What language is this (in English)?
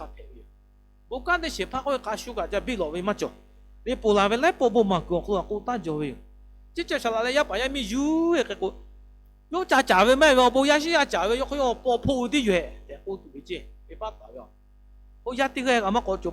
Lahu